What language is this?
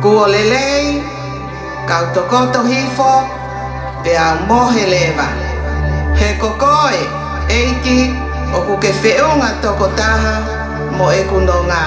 Tongan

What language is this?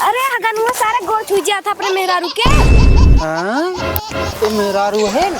Awadhi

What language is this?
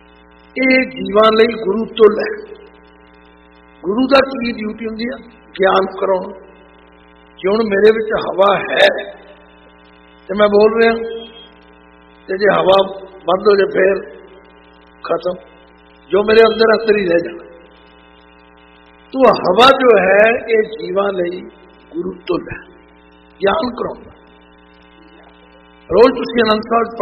Punjabi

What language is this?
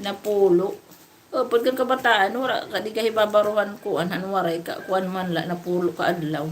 Waray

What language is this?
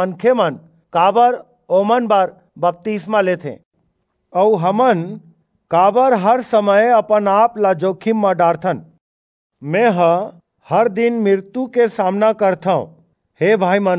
Chhattisgarhi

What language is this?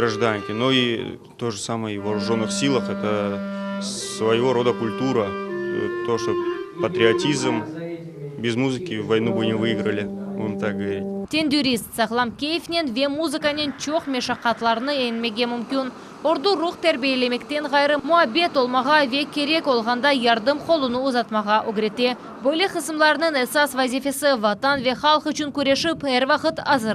Crimean Tatar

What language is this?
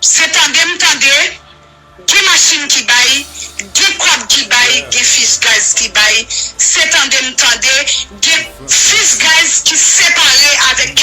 Haitian Creole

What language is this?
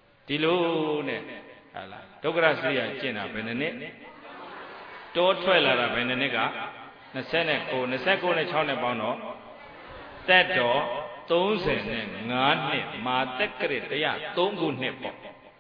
Burmese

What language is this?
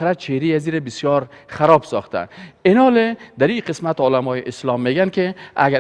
Persian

